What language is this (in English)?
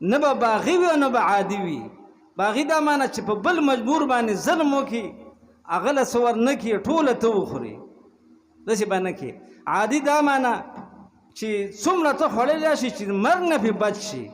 Pashto